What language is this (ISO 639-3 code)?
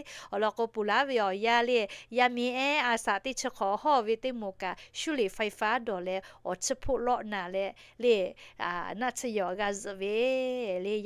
lhu